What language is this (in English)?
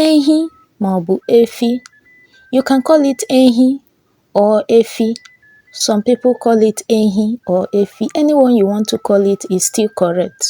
Igbo